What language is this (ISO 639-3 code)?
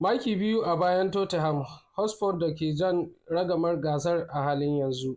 hau